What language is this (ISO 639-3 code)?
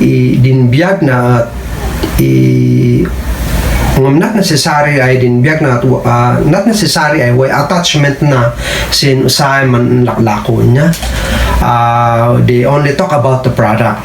kne